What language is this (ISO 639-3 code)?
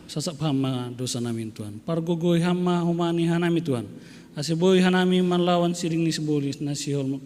bts